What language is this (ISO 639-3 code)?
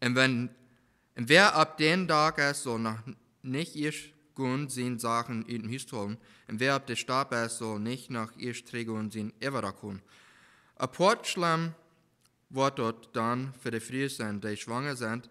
pdt